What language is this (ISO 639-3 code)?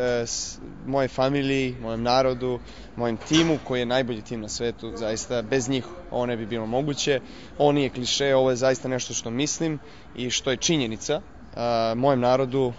srp